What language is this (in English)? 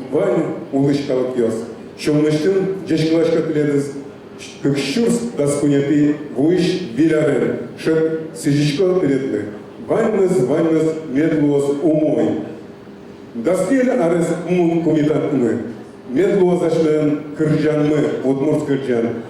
Udmurt